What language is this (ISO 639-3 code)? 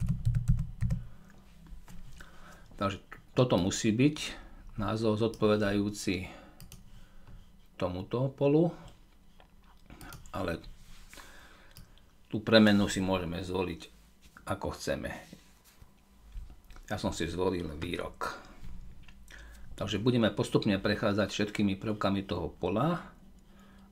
slk